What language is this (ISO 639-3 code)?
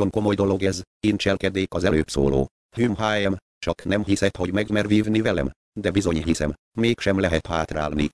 hun